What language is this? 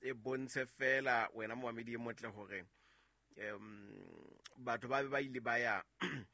Southern Sotho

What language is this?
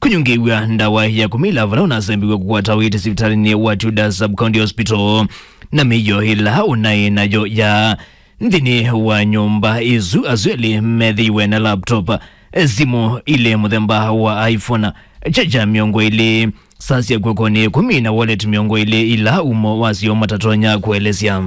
Kamba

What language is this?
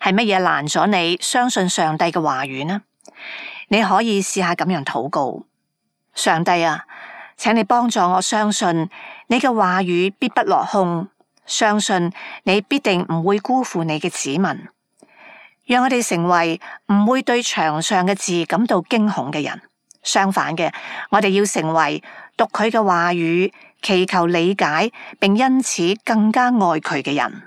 Cantonese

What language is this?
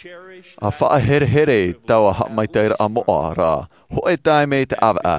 Tahitian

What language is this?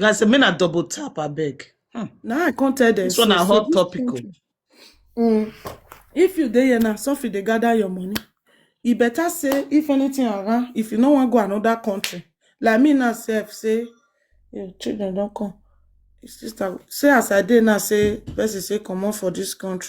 Nigerian Pidgin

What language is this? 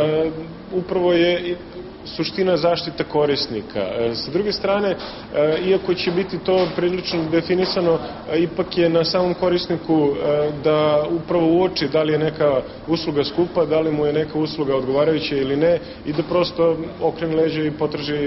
Serbian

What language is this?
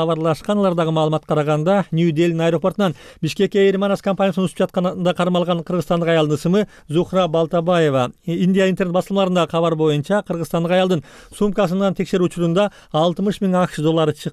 Kyrgyz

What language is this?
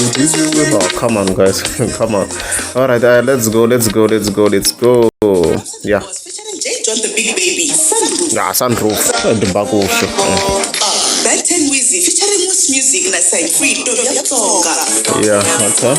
Tsonga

